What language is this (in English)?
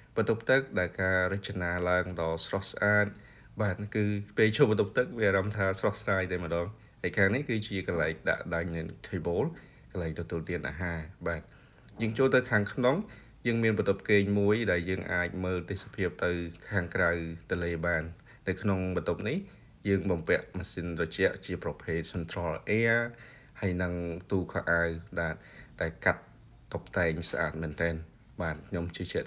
Khmer